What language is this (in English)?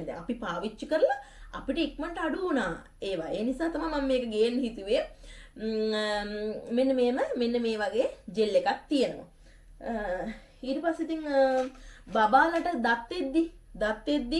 Sinhala